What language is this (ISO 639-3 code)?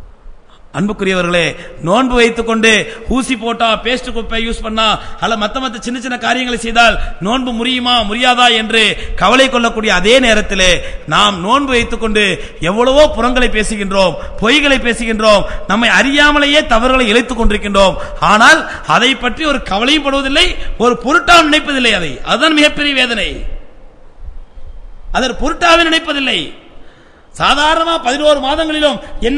tam